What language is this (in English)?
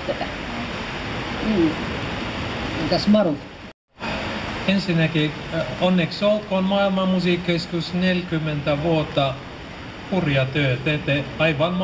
Finnish